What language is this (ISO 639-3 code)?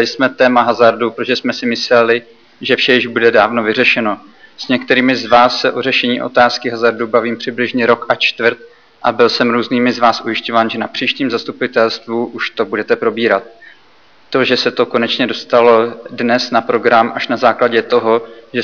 ces